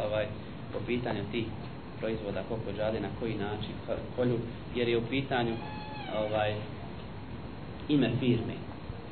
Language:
Bosnian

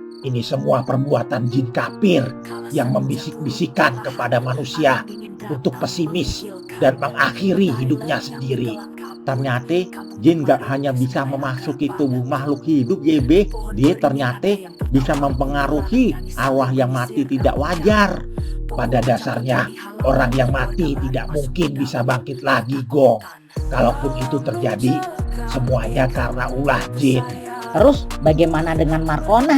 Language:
Betawi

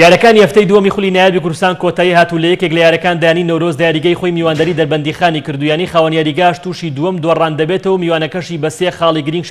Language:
Central Kurdish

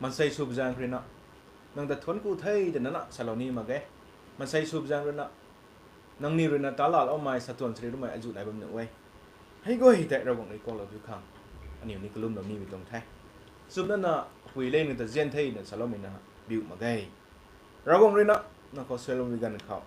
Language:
Rongmei Naga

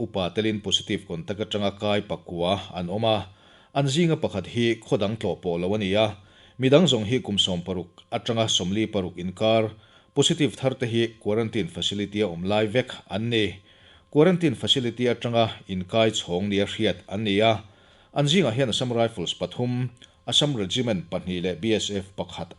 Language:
Mizo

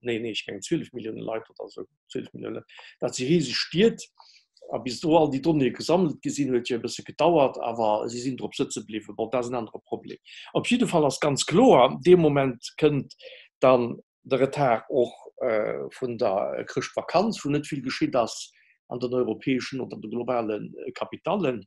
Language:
Luxembourgish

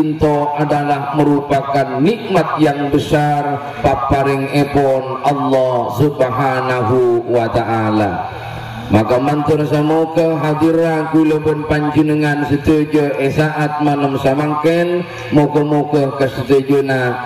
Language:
Madurese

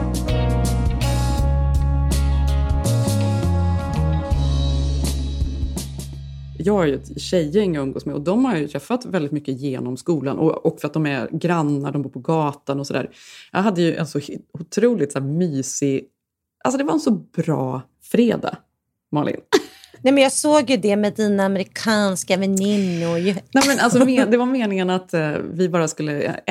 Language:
Swedish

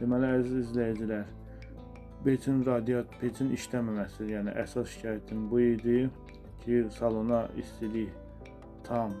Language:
Azerbaijani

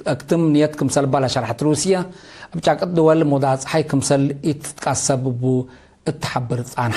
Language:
Tigre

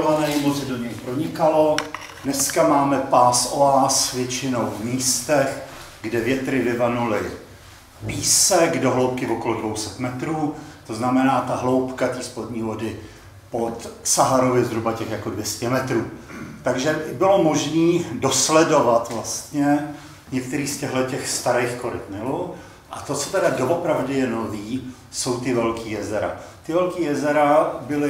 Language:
Czech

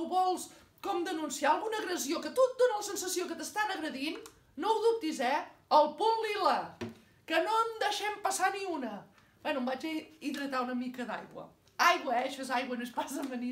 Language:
Catalan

